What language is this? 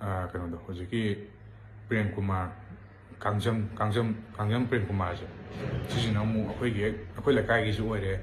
Manipuri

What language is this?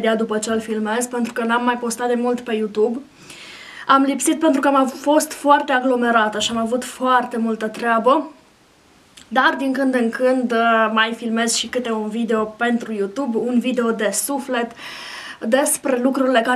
Romanian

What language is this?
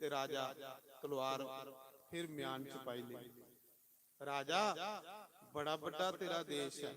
Dogri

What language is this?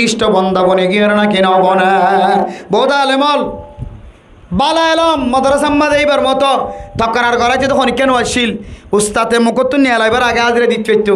Rohingya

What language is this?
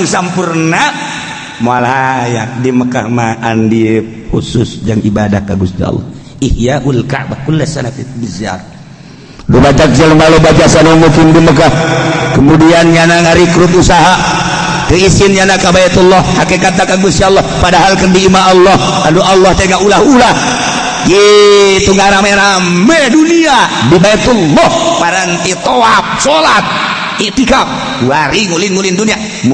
Sundanese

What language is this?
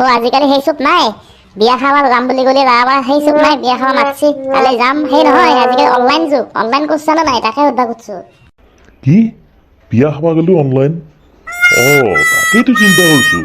Assamese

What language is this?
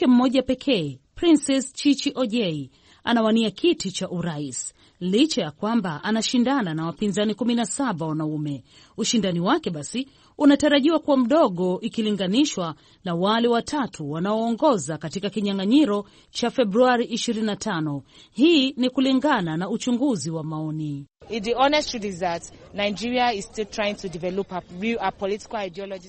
Swahili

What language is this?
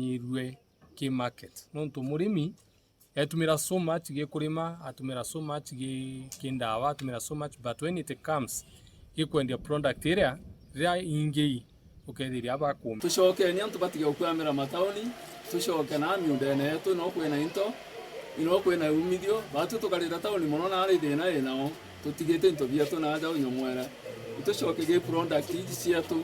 Meru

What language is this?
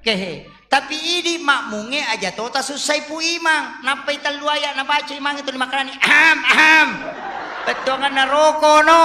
Buginese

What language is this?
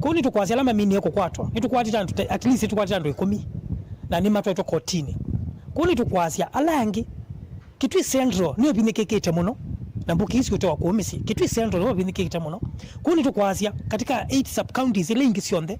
Kamba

